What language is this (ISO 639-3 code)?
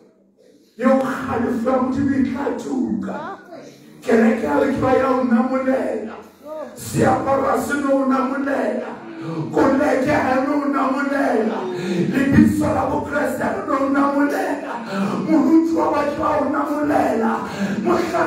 sot